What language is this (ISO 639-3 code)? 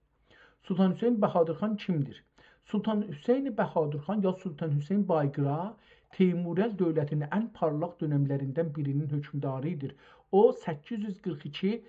azb